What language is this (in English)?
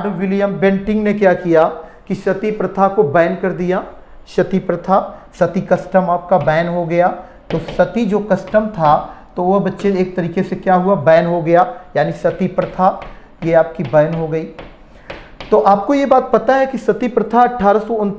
Hindi